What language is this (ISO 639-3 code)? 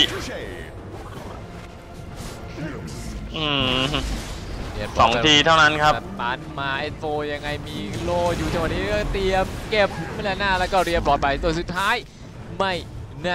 tha